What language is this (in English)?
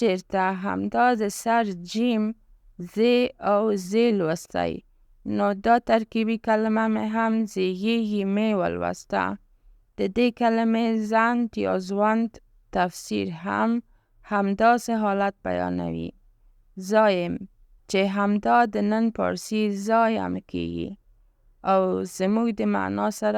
Pashto